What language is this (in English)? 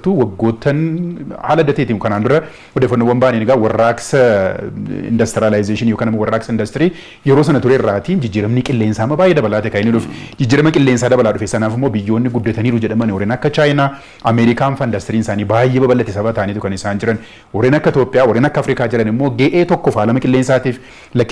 Oromo